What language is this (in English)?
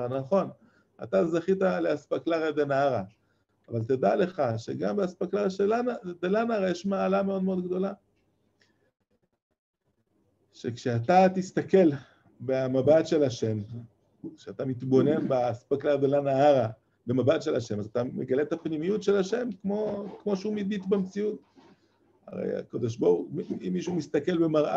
Hebrew